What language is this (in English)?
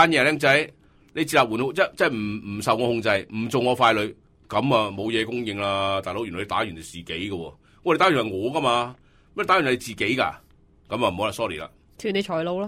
Cantonese